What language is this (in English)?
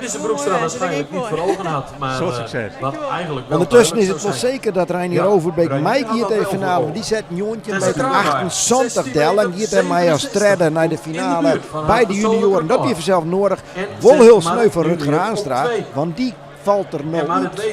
Western Frisian